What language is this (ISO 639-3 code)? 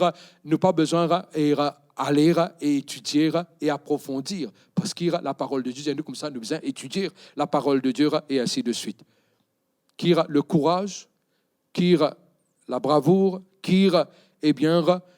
mfe